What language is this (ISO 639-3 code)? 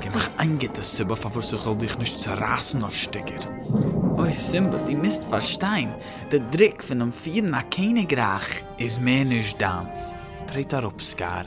yid